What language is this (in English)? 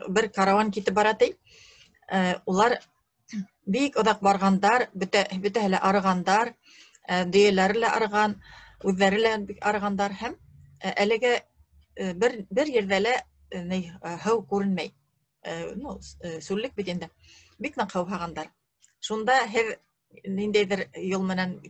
Bashkir